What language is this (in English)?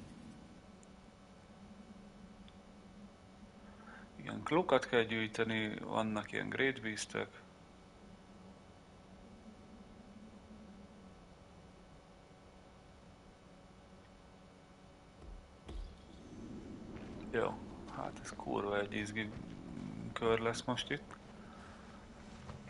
Hungarian